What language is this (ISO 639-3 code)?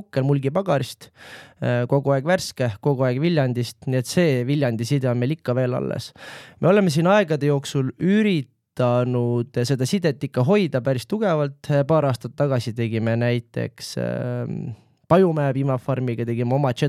est